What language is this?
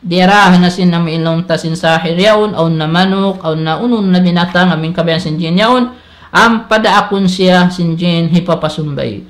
Tausug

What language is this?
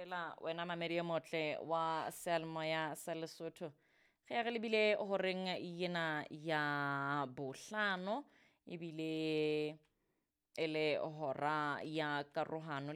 Southern Sotho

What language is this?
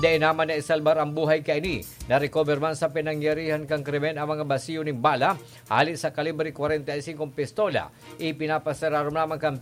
Bikol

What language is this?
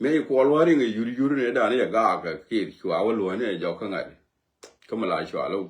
Nuer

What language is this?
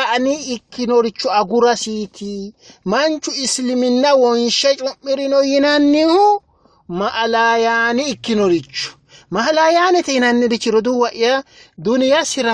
Sidamo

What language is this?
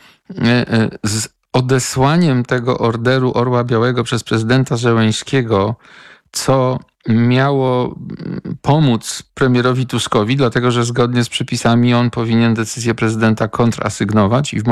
Polish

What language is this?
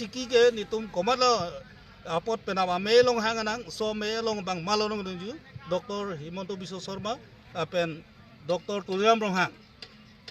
Karbi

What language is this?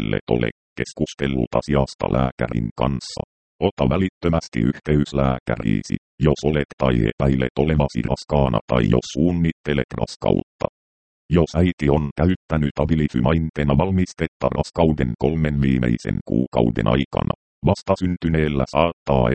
Finnish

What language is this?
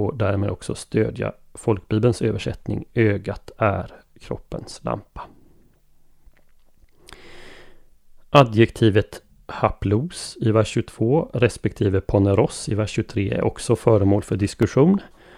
Swedish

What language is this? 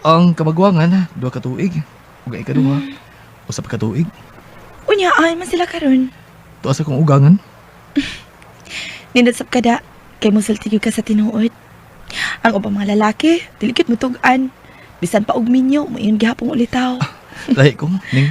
Cebuano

